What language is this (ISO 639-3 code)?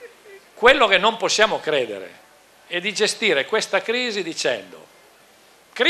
ita